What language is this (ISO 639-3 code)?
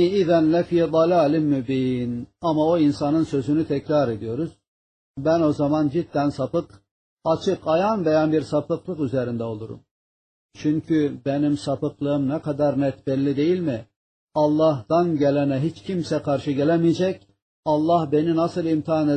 tur